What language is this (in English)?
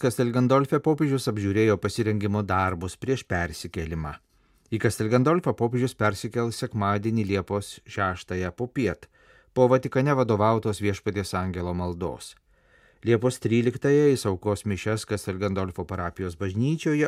Lithuanian